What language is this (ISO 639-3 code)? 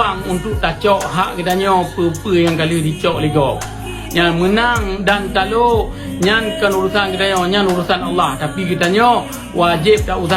ace